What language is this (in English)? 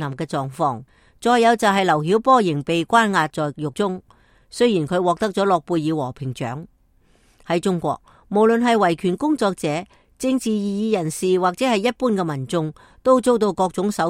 Cantonese